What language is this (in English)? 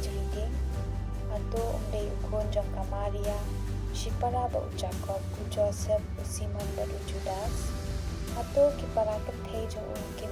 Khasi